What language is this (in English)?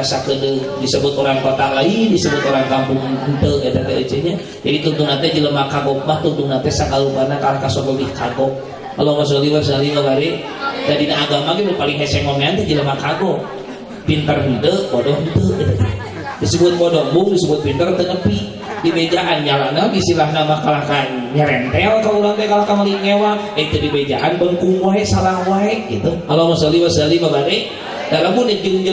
Sundanese